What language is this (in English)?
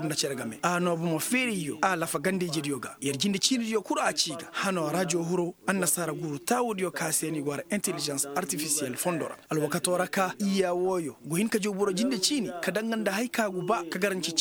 Koyraboro Senni